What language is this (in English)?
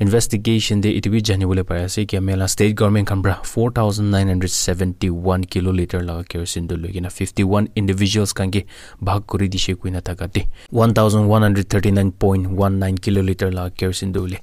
Naga Pidgin